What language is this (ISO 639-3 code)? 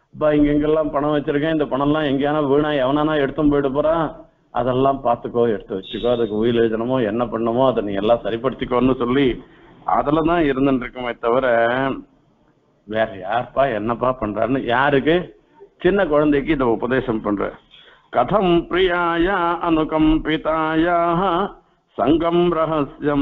tam